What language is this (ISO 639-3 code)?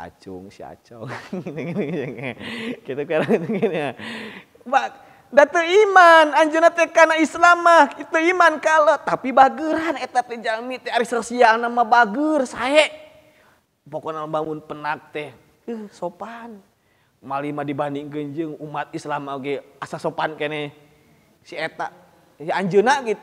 sun